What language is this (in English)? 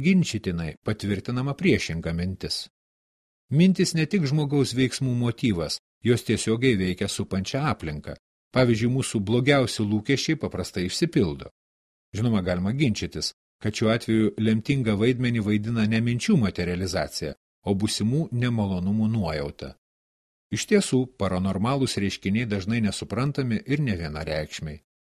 Lithuanian